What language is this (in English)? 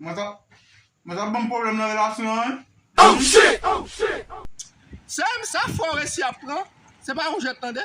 Haitian Creole